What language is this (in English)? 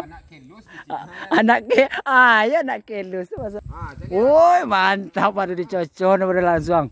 Minangkabau